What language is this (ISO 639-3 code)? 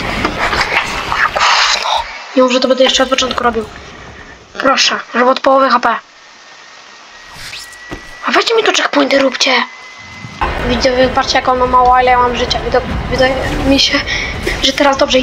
pol